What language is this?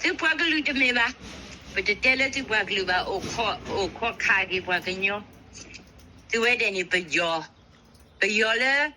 S'gaw Karen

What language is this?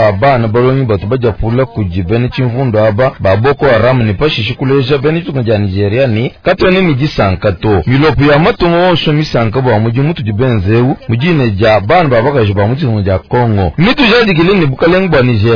Luba-Lulua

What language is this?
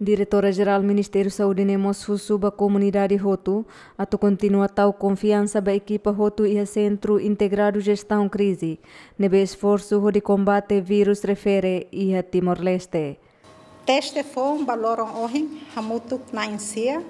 Tetum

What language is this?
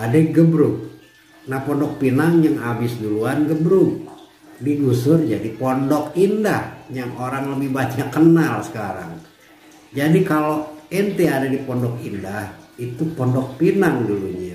Betawi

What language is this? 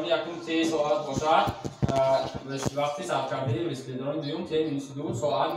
Tajik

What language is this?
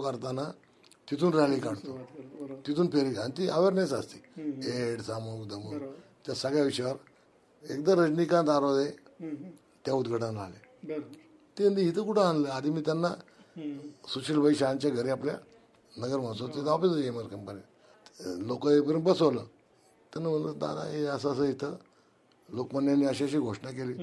Marathi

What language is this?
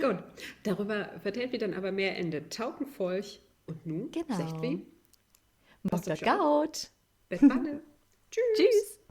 Low German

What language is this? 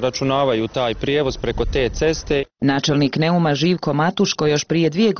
Croatian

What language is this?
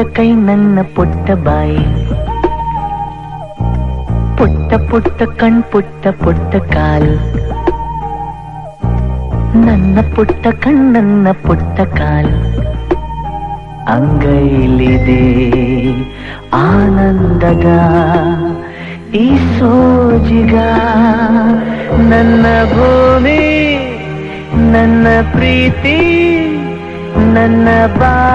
Kannada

